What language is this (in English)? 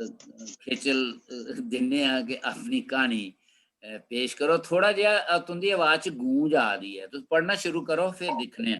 Dogri